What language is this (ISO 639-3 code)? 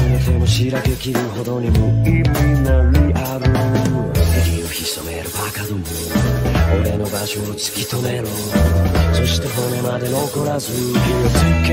jpn